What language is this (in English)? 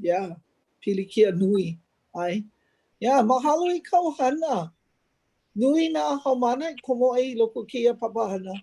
Hawaiian